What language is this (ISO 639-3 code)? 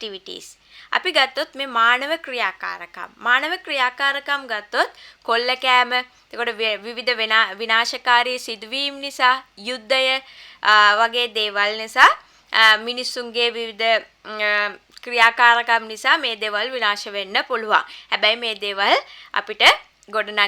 sin